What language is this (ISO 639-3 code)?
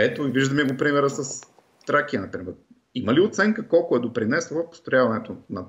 bul